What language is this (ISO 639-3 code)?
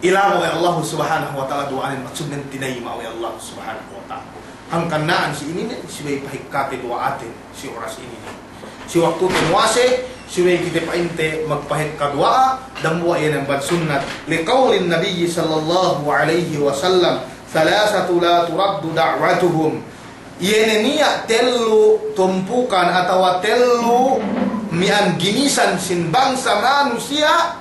yka